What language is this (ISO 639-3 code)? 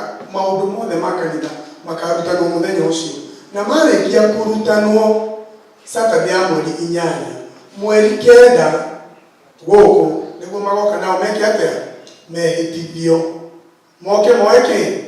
kik